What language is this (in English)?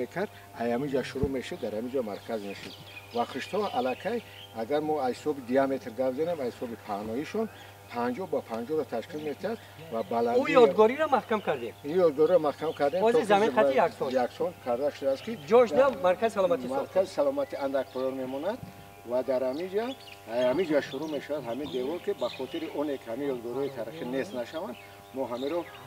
Tajik